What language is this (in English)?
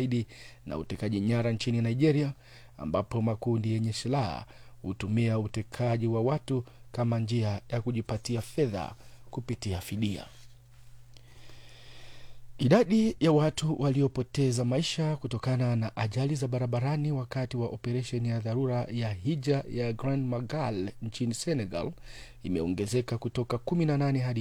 Swahili